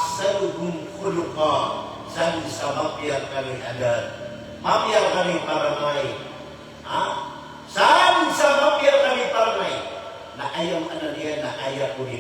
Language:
Maranao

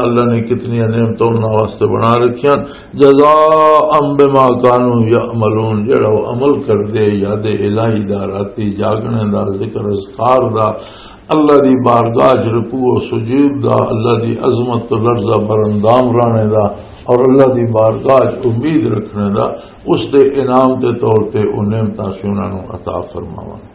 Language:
Western Panjabi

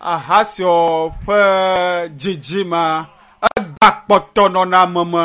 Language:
Ewe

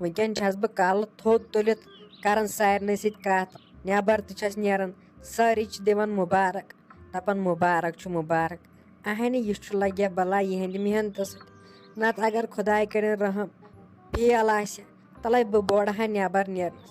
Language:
Kashmiri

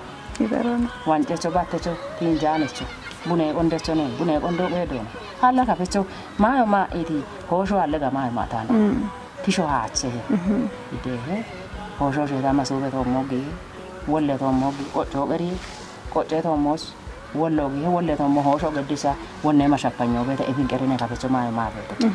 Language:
Kafa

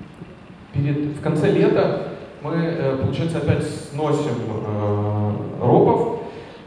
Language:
Russian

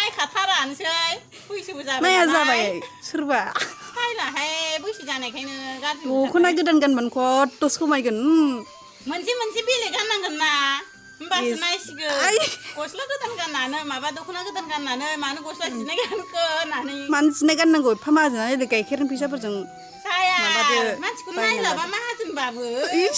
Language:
Bodo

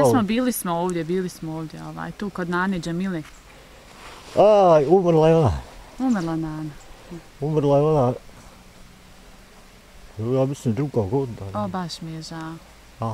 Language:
Bosnian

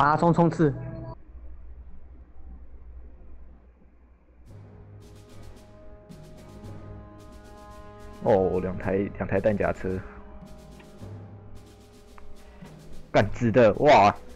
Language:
Chinese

